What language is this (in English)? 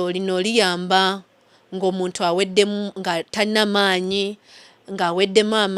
Soga